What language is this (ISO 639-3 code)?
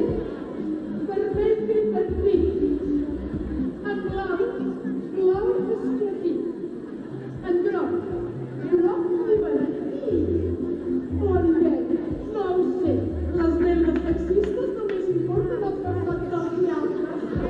cat